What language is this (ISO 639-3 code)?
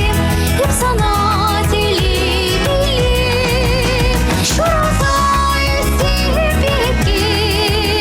chv